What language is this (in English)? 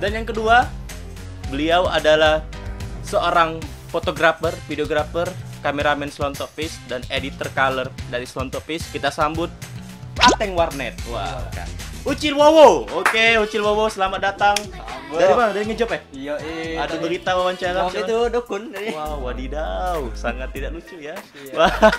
Musi